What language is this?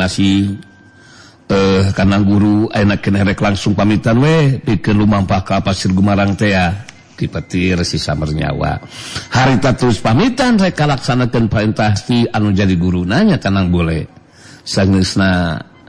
Sundanese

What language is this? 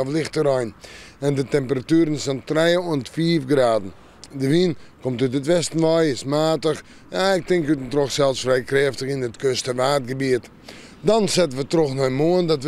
Western Frisian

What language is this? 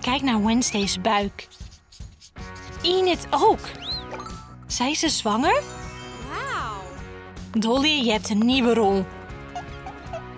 Dutch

